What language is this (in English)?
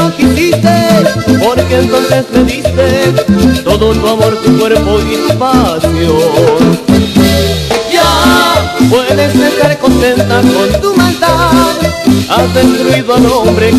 Spanish